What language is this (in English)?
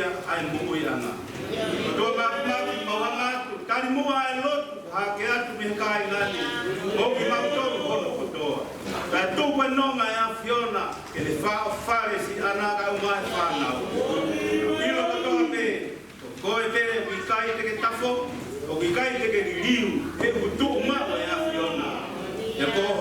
Tongan